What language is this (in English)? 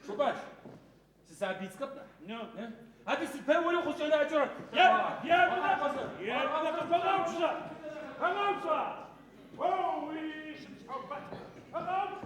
Adyghe